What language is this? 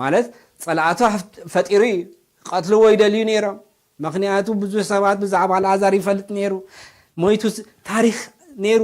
Tigrinya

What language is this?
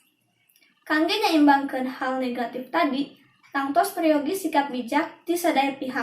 Sundanese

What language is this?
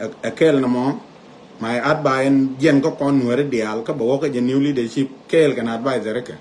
Nuer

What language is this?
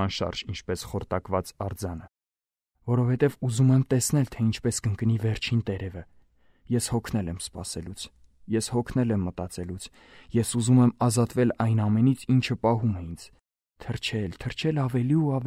Armenian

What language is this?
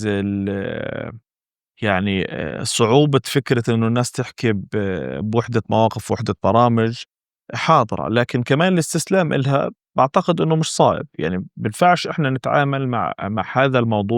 North Levantine Arabic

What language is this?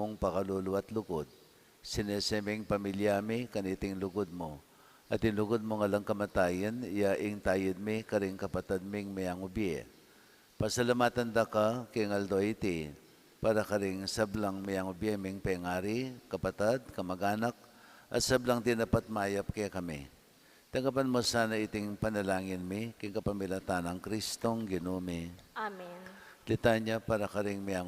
Pampanga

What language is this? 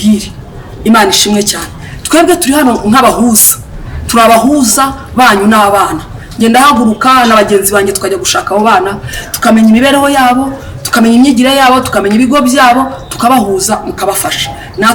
Kinyarwanda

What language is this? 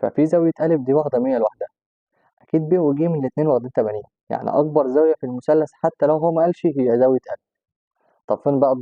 Egyptian Arabic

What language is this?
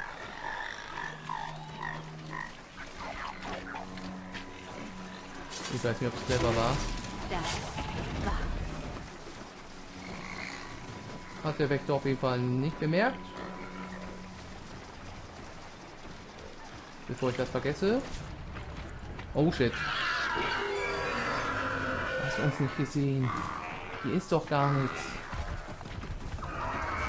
German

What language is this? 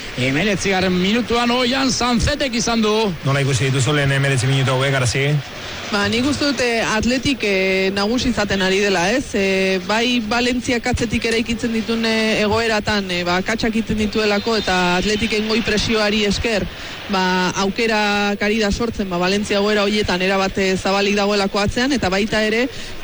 Basque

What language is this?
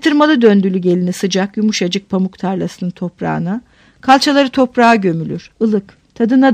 Turkish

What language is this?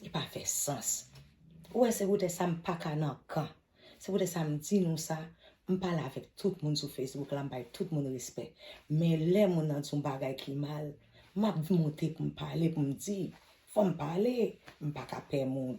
Haitian Creole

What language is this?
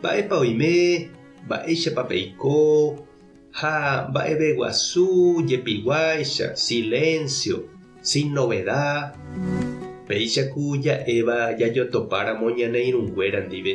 Guarani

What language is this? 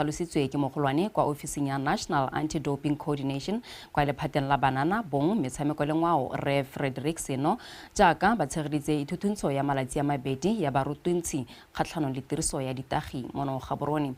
Tswana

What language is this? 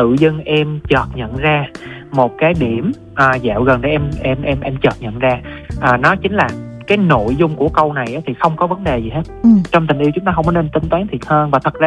Vietnamese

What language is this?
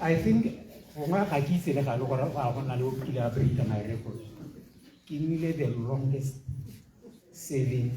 Tswana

